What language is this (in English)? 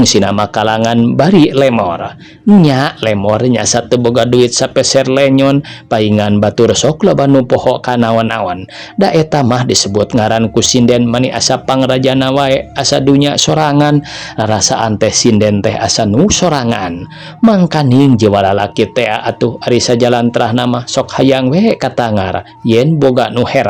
Sundanese